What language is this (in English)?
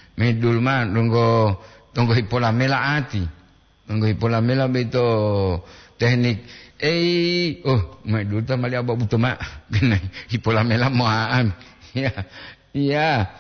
Gorontalo